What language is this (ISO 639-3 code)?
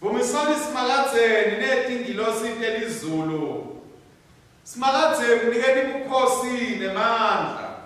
ssw